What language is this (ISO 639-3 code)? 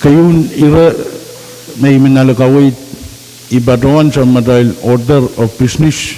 pon